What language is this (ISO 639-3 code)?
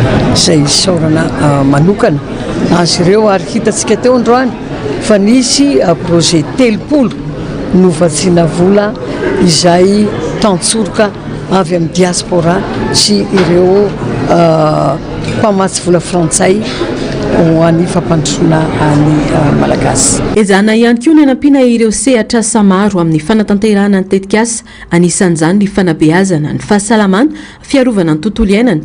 mlg